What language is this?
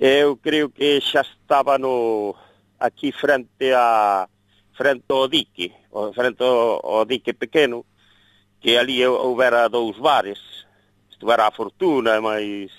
Galician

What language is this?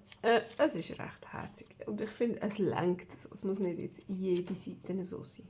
Swiss German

